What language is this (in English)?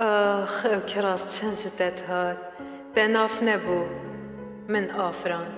Kurdish